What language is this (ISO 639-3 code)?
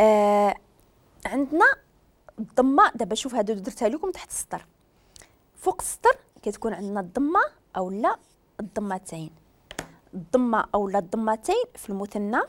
ary